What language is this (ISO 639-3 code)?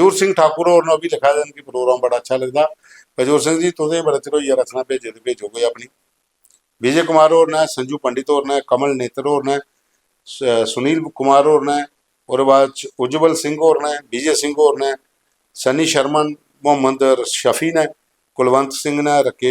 doi